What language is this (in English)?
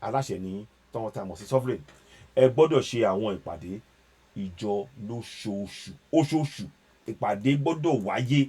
Yoruba